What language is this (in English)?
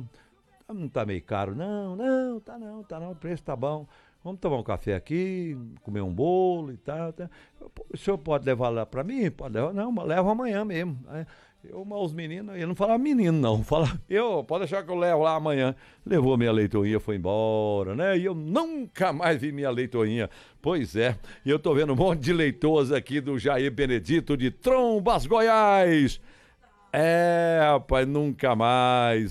Portuguese